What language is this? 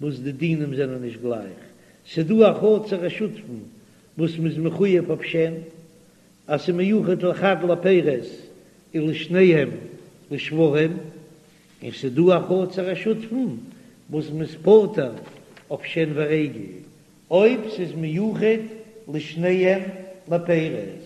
Yiddish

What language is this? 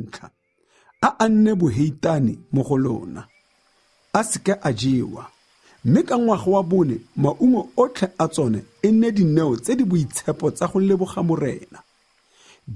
Tswana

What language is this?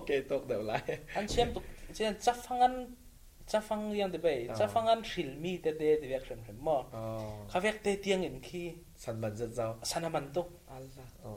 Falam Chin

